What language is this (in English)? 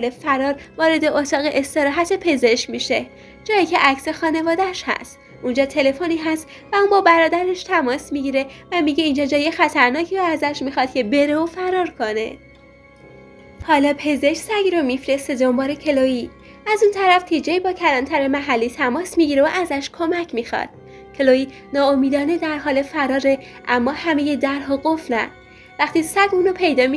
Persian